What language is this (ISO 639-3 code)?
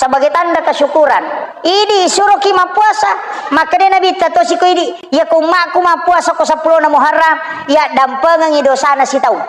bug